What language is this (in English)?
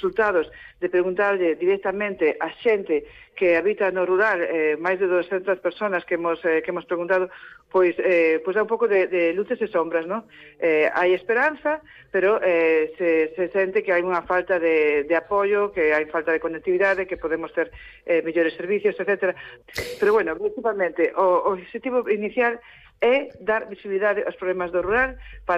Galician